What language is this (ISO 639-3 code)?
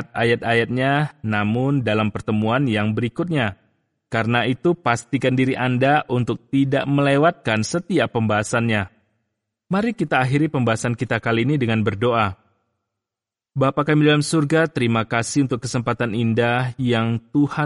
ind